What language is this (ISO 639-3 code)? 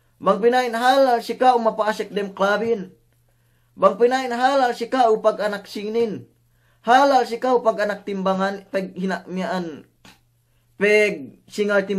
yka